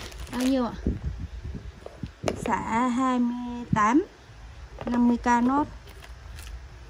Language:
Vietnamese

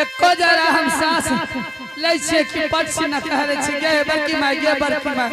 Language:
Angika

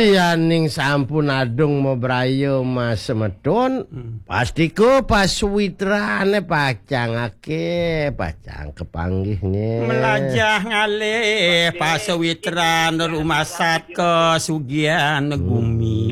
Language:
Balinese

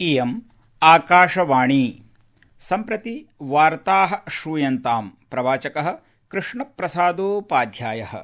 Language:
Sanskrit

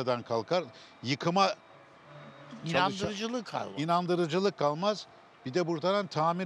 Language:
Turkish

